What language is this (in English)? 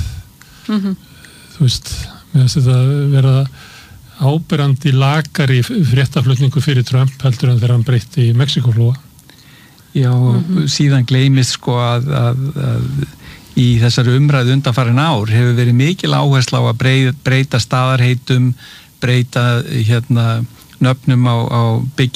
Icelandic